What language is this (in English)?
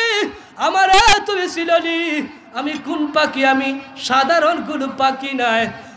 Sylheti